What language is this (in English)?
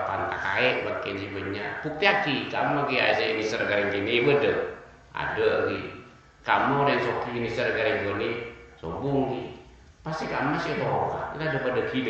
Madurese